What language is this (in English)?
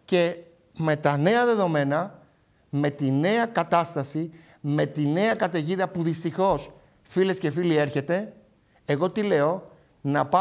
Greek